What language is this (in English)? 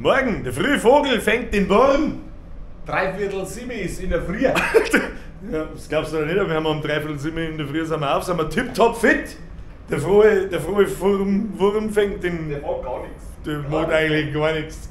Bavarian